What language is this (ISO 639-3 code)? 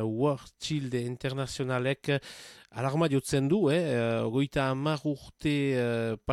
eus